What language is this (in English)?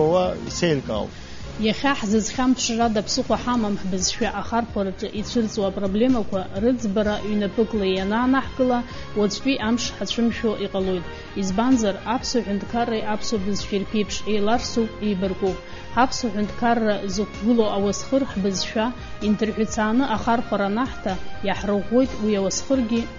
Abkhazian